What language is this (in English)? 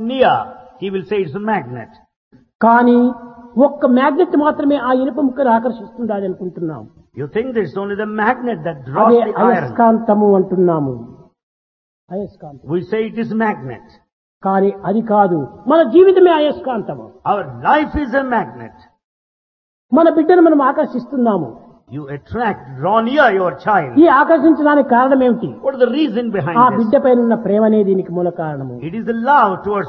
Telugu